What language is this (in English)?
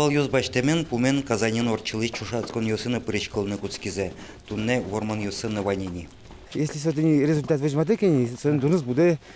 Udmurt